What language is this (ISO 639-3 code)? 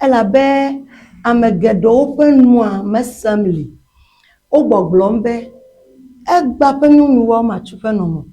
ewe